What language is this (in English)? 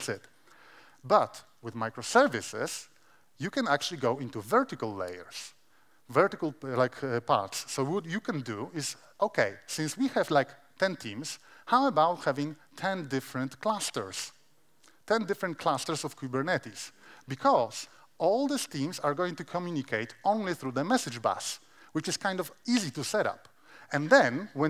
English